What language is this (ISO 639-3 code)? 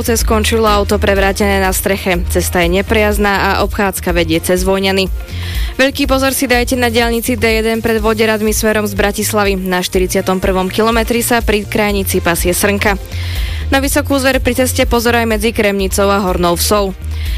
slk